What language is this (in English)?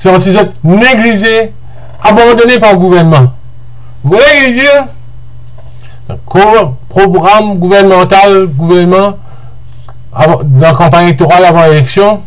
Morisyen